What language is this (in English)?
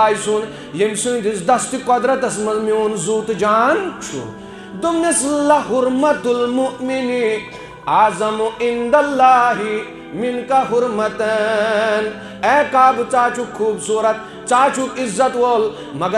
Kashmiri